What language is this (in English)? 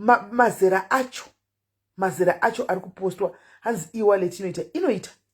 Shona